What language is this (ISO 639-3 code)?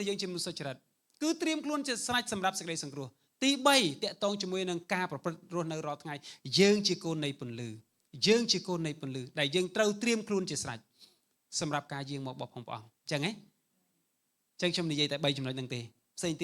khm